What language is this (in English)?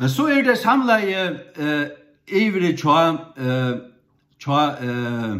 Faroese